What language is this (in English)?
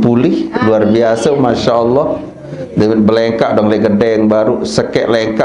Sasak